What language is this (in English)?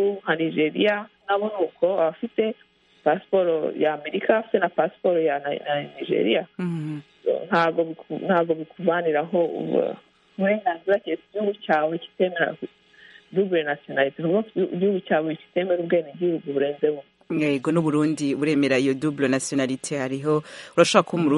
Kinyarwanda